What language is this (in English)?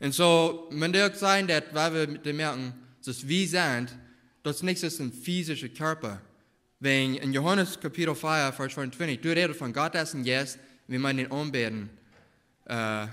Plautdietsch